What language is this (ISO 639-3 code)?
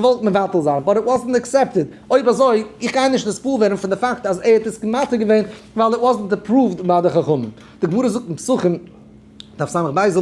yid